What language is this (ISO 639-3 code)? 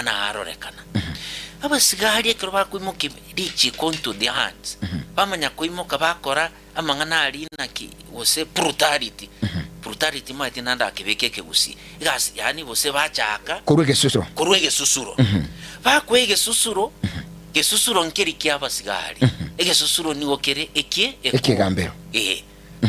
guz